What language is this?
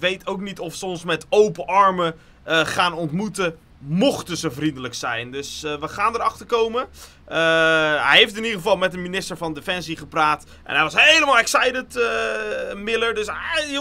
Dutch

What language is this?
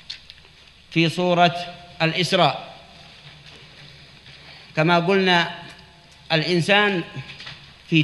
Arabic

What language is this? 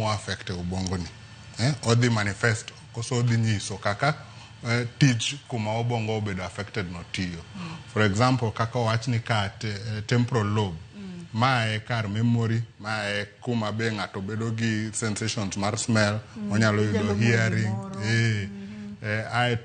Luo (Kenya and Tanzania)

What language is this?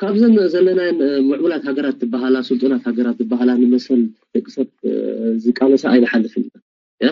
Tigrinya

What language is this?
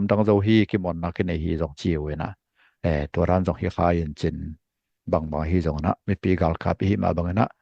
Tedim Chin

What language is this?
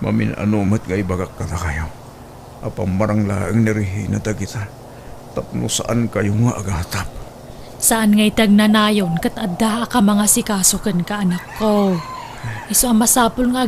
Iloko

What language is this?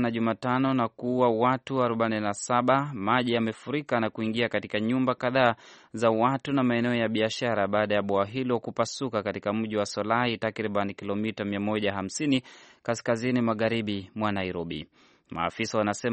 Swahili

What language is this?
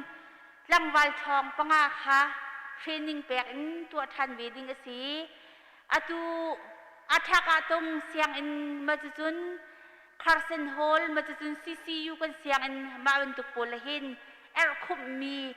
Hakha Chin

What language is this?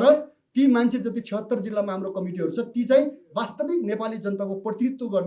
Nepali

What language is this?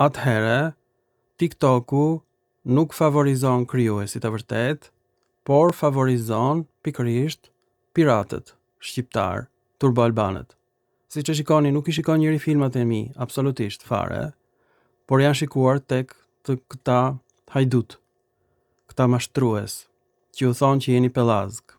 Albanian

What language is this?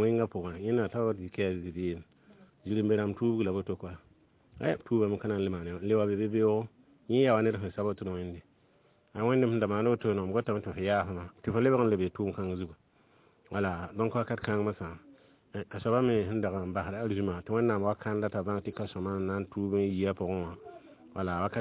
Mossi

